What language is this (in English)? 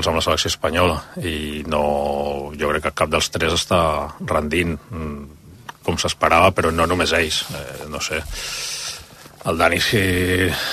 Catalan